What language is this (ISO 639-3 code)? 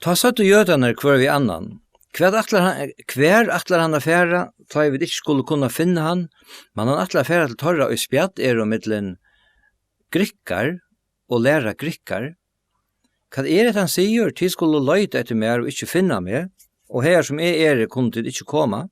fao